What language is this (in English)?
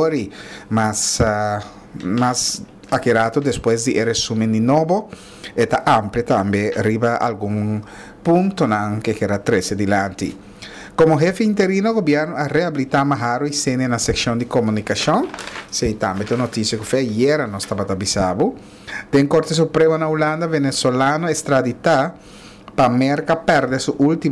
Papiamento